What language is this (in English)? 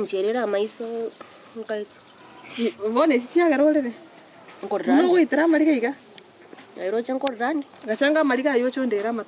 Gusii